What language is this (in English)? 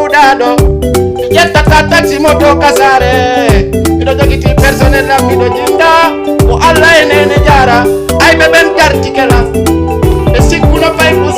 Fula